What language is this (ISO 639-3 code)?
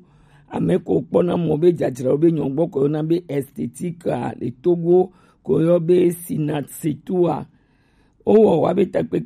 gej